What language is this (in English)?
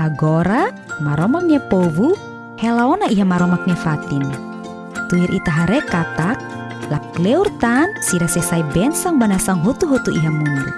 Tetum